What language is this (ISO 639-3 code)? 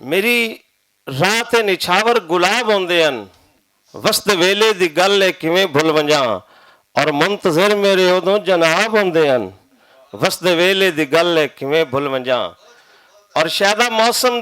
lah